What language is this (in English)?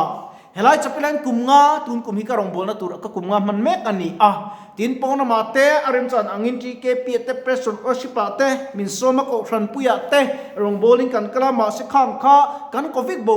Mizo